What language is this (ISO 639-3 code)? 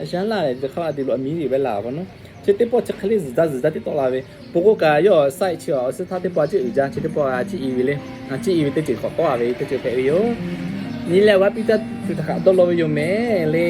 lhu